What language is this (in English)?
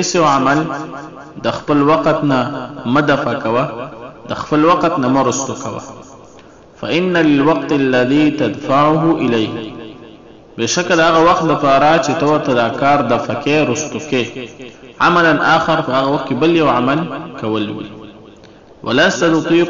Pashto